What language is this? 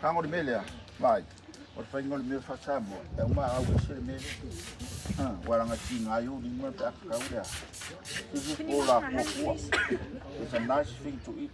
Samoan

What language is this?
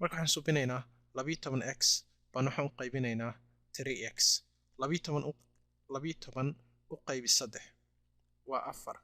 Somali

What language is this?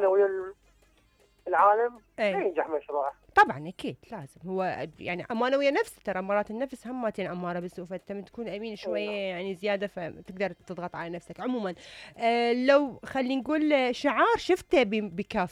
Mesopotamian Arabic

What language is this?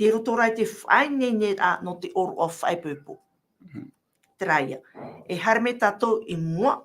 Tahitian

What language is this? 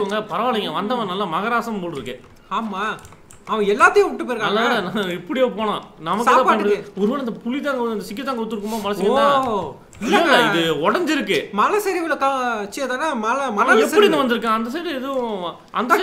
Tamil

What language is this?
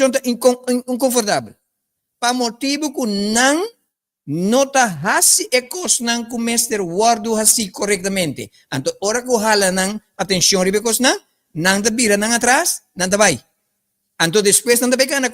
Papiamento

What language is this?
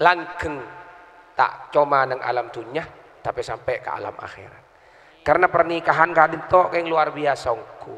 Madurese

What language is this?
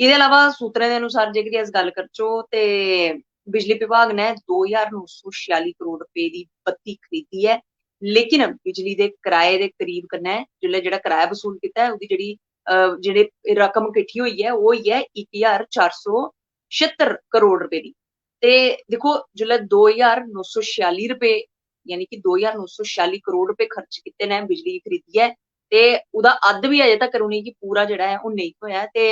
Dogri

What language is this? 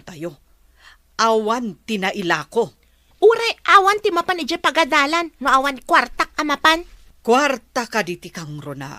Iloko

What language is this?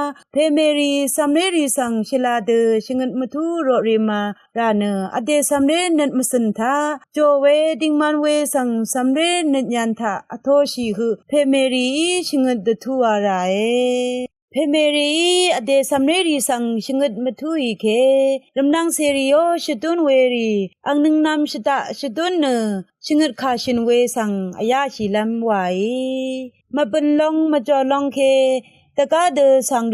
Rawang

